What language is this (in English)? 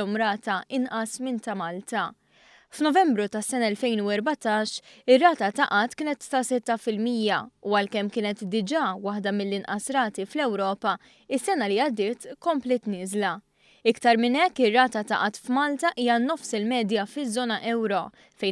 Maltese